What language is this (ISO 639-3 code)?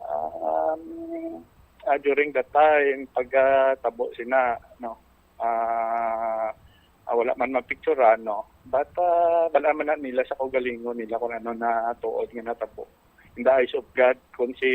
hil